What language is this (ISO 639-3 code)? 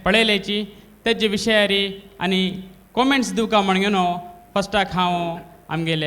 kok